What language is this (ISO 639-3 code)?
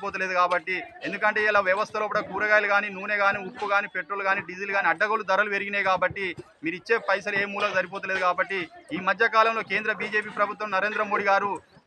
tel